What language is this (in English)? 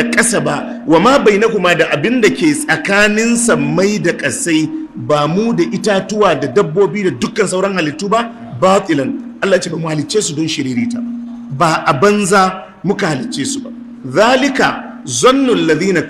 Hausa